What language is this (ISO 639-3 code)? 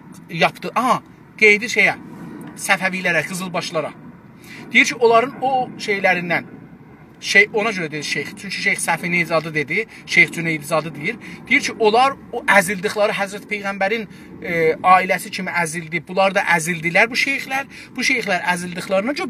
azb